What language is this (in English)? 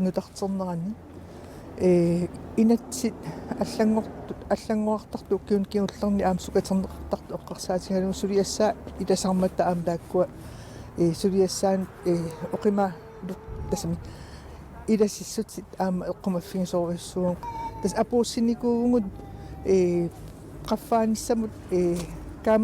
Kalaallisut